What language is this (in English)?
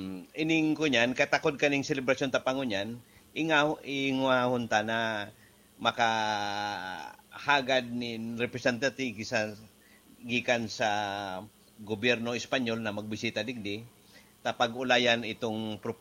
Bikol